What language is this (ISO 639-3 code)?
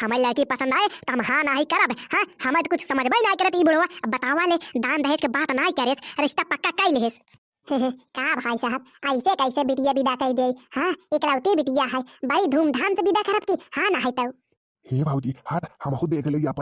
bho